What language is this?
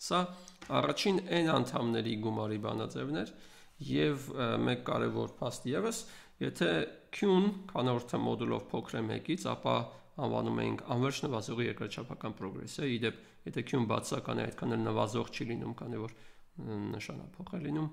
Armenian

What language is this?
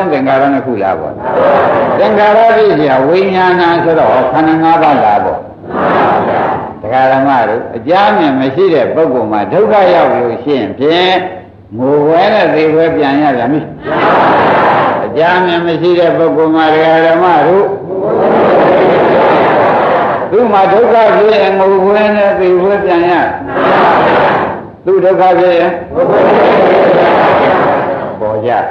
Burmese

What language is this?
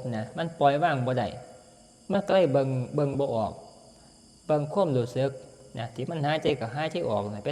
Northeastern Thai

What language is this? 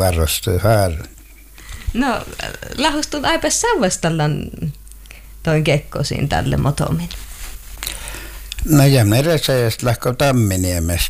Finnish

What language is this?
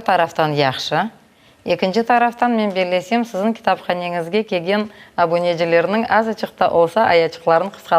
Crimean Tatar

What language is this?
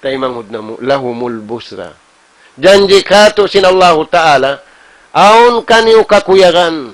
Tausug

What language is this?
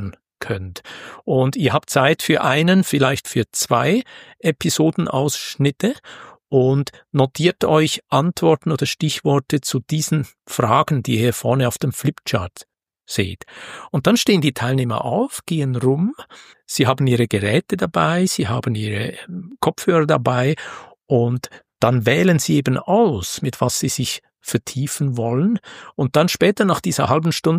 German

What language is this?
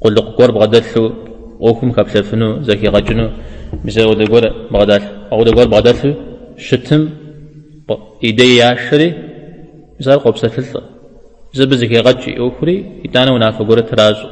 Kabardian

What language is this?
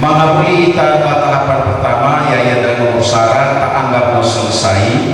Nias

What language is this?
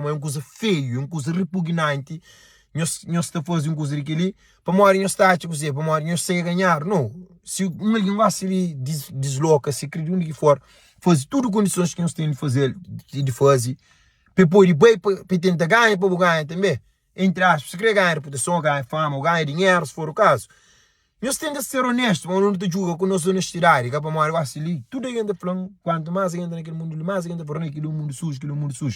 Kabuverdianu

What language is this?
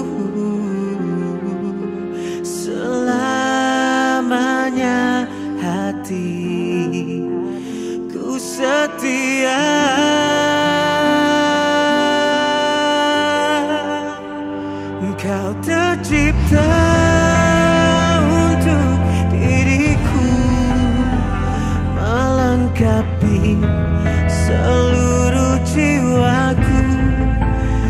Indonesian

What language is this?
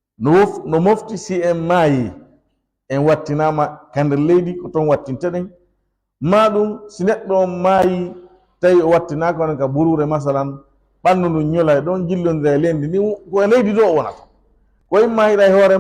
Fula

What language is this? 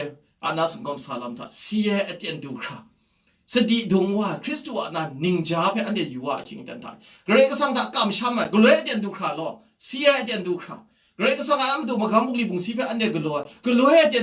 Kachin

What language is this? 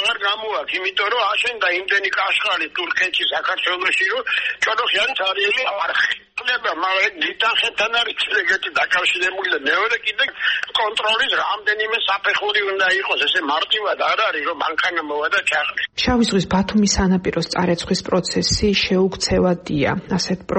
Georgian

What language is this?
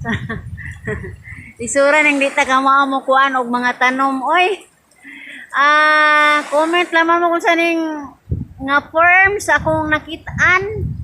Cebuano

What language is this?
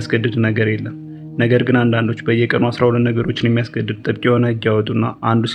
Amharic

